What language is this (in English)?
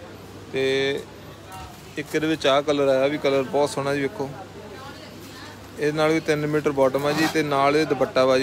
Punjabi